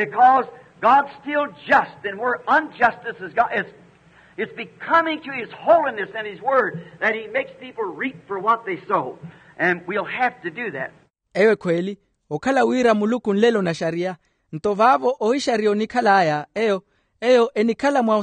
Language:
Makhuwa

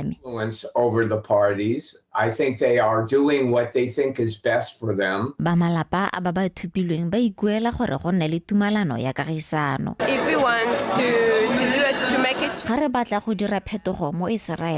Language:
Tswana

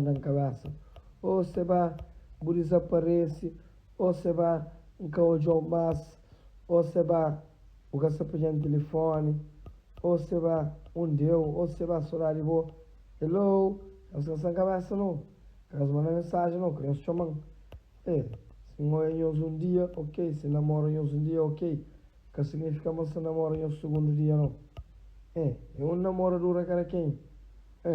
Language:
Kabuverdianu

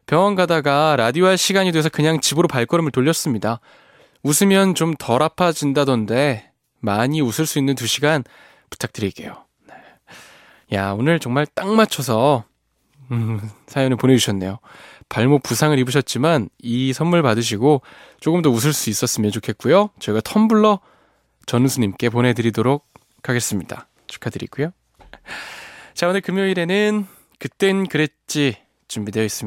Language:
Korean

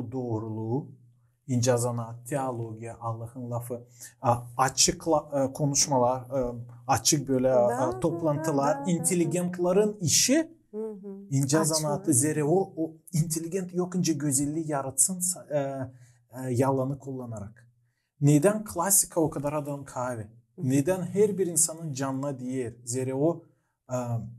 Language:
Gagauz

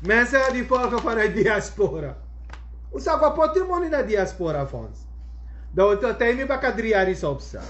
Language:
Sranan Tongo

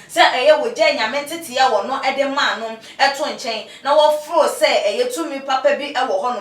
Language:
Akan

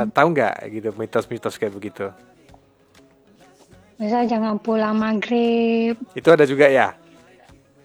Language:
Indonesian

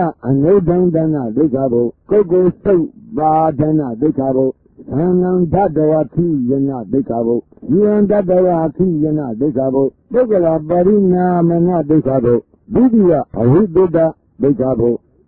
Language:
Burmese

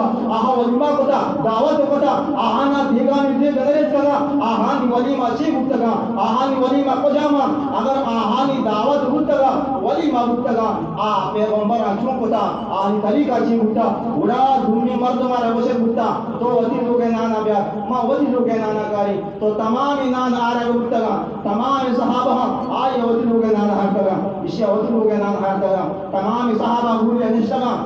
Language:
Baluchi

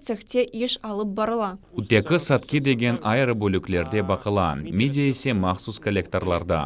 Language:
Crimean Tatar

